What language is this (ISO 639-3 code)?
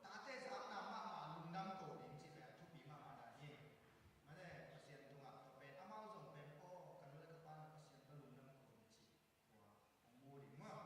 ctd